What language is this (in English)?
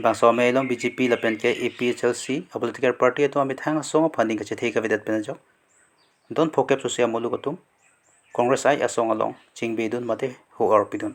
Karbi